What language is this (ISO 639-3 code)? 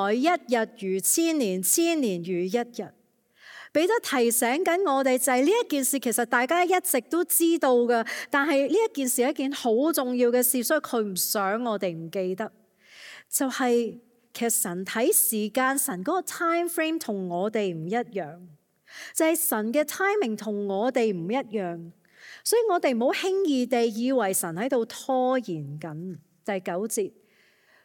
yue